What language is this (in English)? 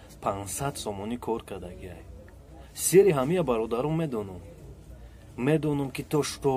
Tajik